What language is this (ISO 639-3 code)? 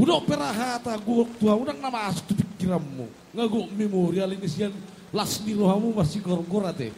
bbc